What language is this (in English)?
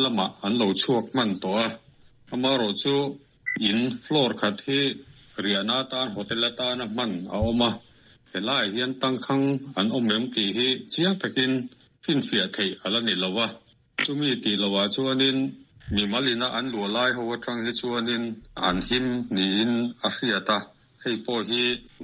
Mizo